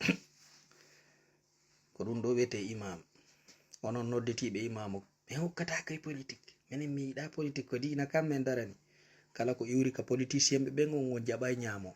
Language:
Fula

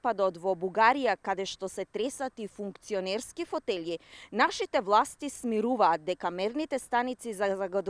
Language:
Macedonian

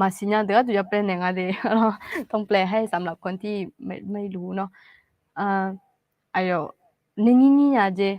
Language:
Akha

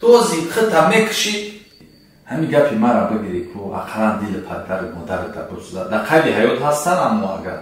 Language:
Tajik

